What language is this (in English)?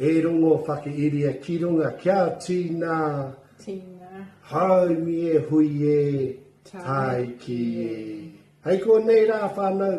Māori